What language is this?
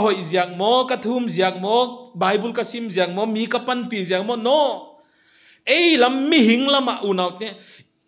Paite Chin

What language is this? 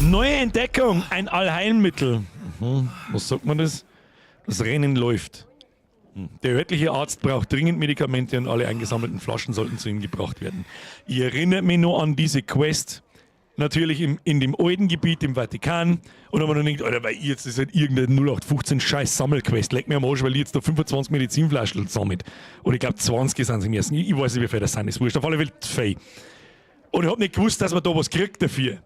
Bavarian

